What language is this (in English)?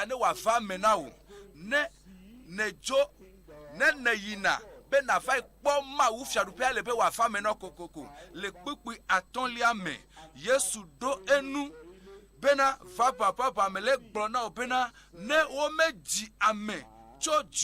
Ewe